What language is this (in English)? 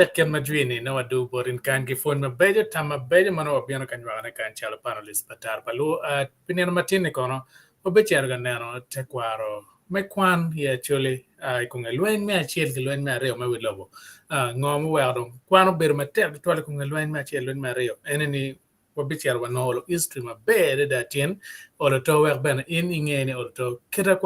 Acoli